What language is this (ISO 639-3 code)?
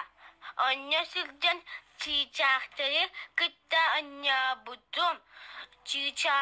sah